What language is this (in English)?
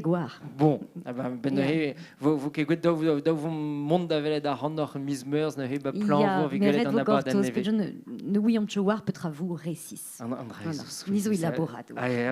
Breton